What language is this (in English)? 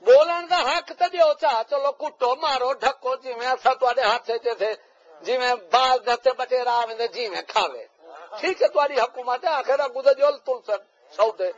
Saraiki